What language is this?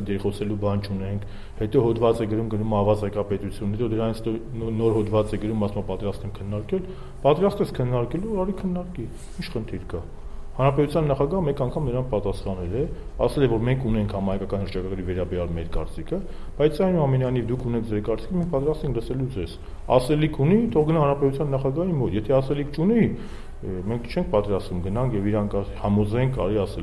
Armenian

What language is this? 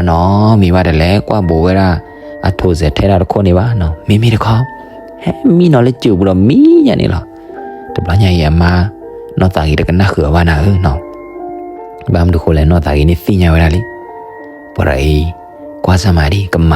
S'gaw Karen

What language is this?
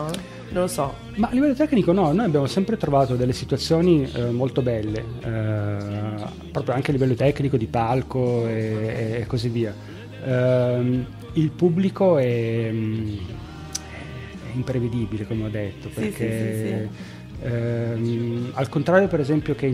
Italian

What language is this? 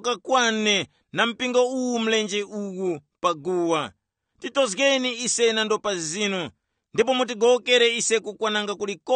Tumbuka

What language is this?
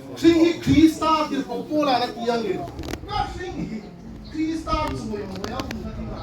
Hmar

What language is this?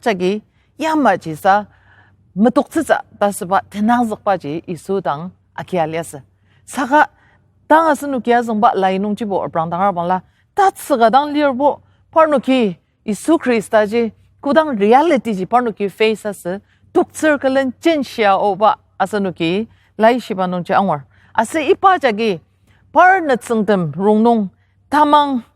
Ao Naga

